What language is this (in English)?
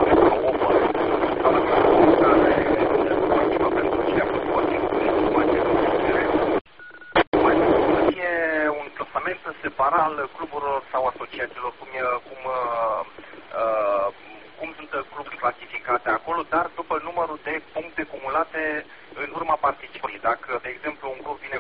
Romanian